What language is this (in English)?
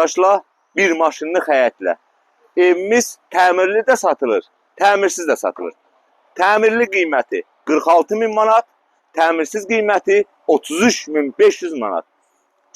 Azerbaijani